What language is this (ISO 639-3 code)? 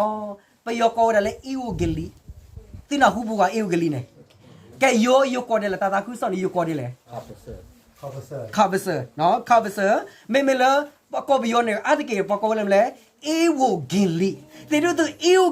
ksw